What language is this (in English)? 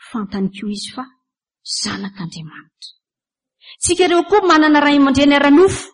Malagasy